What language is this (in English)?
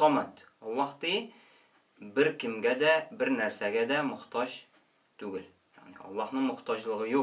Tatar